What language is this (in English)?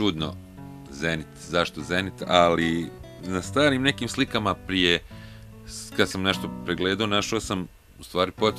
Bosnian